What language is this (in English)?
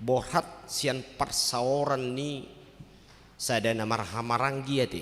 Batak Toba